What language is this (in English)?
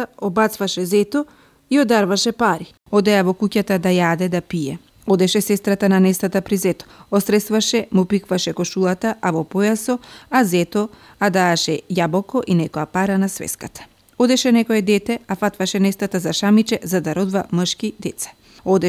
Macedonian